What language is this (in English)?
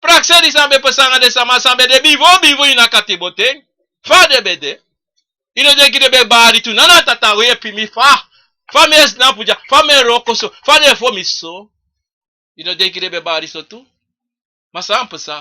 Sranan Tongo